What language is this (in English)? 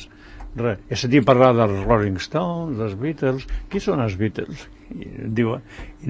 Catalan